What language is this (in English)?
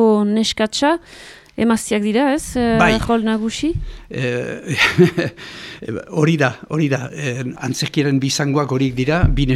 Basque